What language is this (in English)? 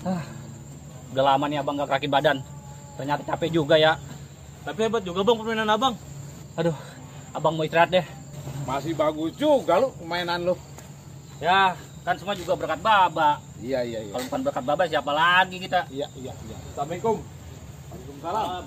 Betawi